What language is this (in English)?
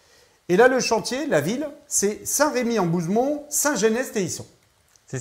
French